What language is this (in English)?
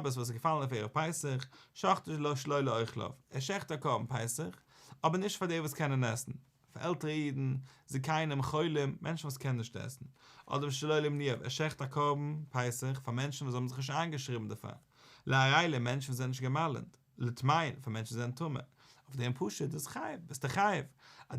Yiddish